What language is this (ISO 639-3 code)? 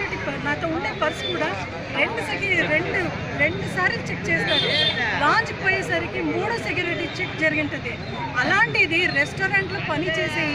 tel